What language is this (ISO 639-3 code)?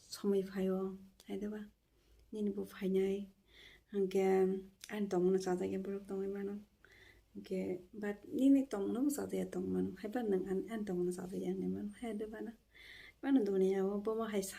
trp